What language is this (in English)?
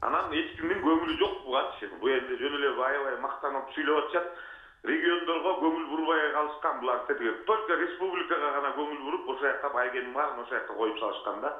Kyrgyz